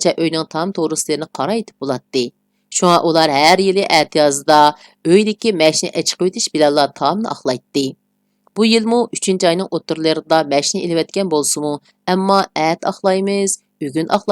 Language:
Uyghur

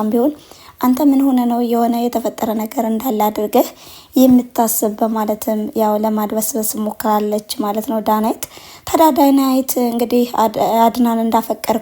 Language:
Amharic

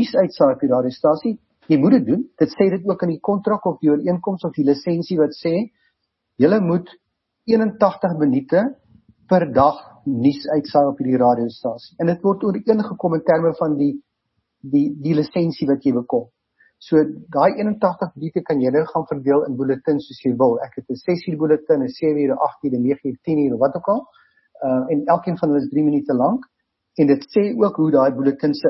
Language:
Afrikaans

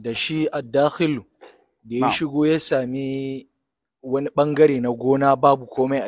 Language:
Hausa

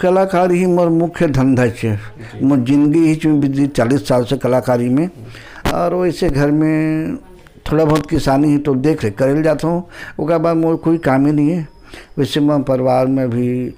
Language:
Chhattisgarhi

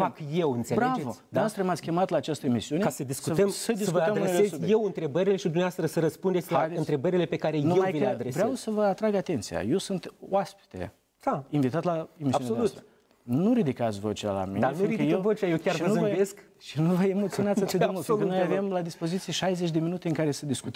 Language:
Romanian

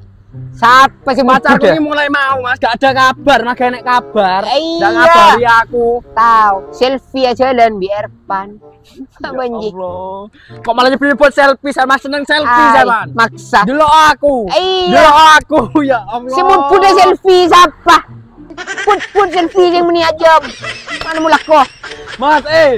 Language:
Madurese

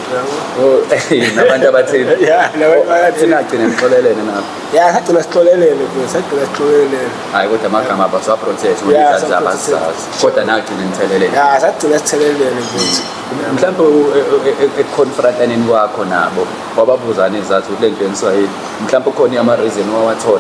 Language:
Zulu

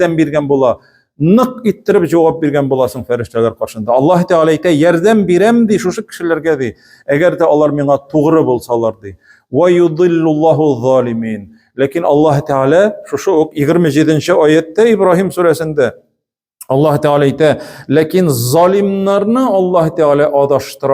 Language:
Tatar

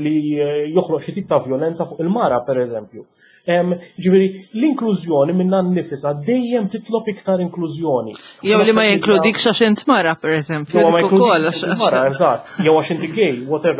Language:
Maltese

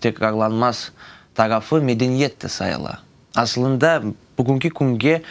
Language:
Crimean Tatar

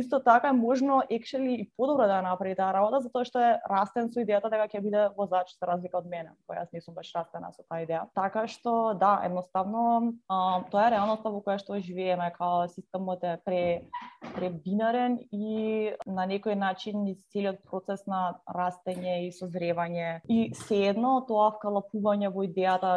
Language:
Macedonian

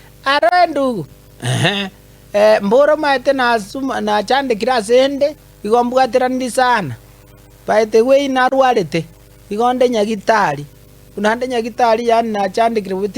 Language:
Gusii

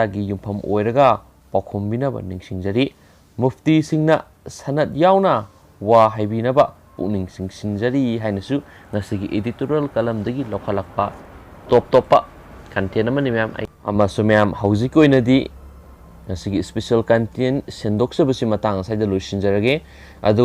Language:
Manipuri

